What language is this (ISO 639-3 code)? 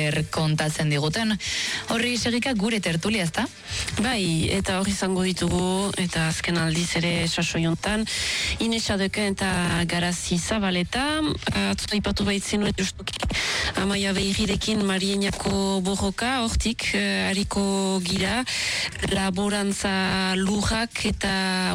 eus